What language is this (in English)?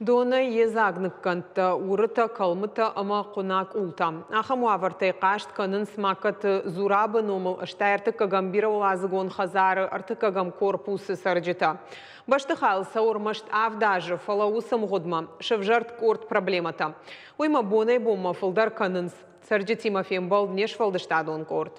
Ossetic